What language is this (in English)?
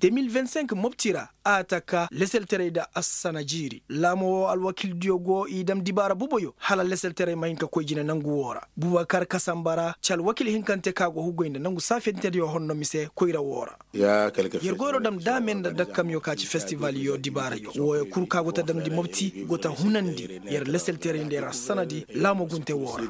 Koyraboro Senni